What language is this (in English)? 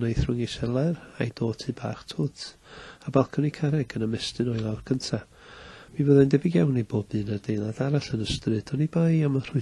Welsh